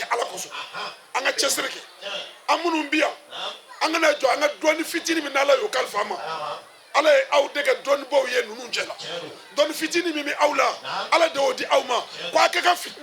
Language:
Bambara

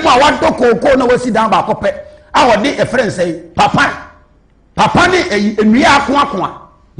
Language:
Akan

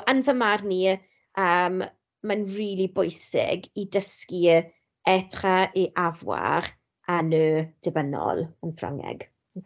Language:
Welsh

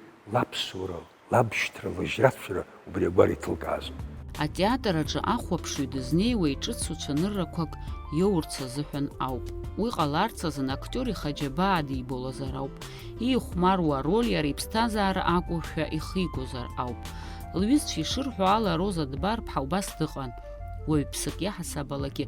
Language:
Abkhazian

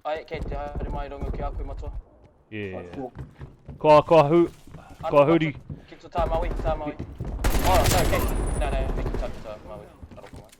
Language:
Māori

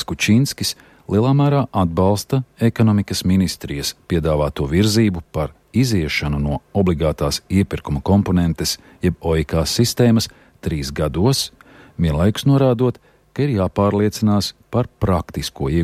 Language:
Latvian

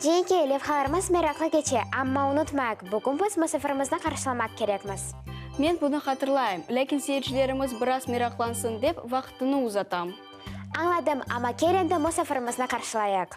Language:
Crimean Tatar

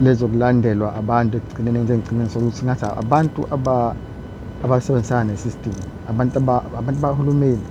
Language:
Zulu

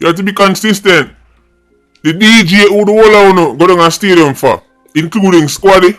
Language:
Jamaican Creole English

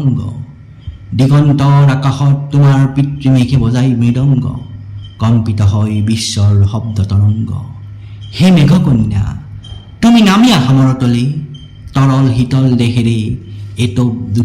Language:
Assamese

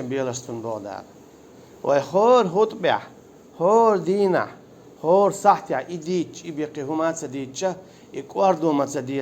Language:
Chechen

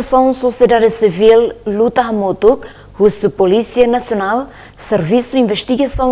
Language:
Tetum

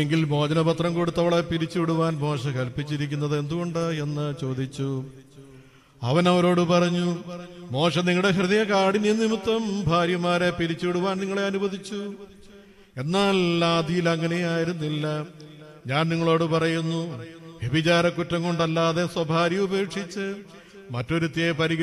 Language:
Malayalam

